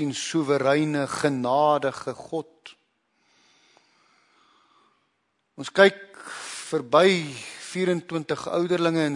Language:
Afrikaans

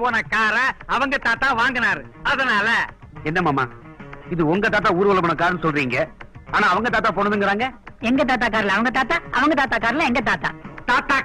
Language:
Tamil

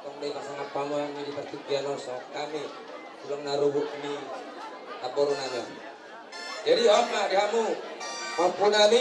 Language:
Batak Toba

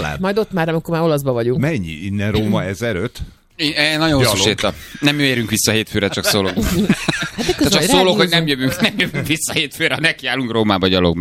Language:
Hungarian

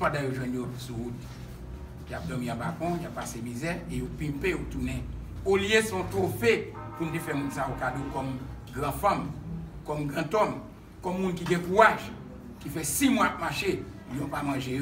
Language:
Haitian Creole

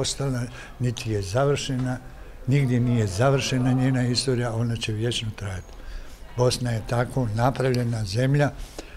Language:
Bosnian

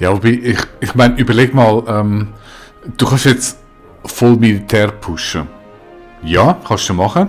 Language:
Swiss German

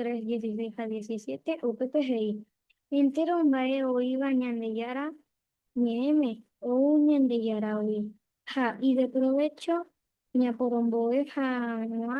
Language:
Guarani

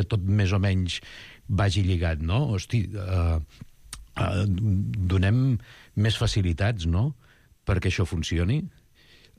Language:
Catalan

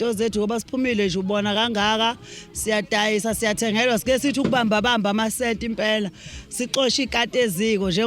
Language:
Zulu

